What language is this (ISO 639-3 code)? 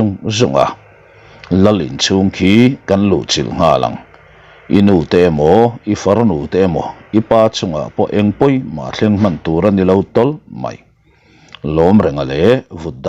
lus